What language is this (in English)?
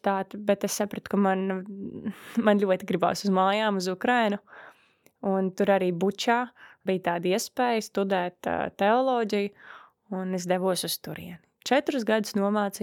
Latvian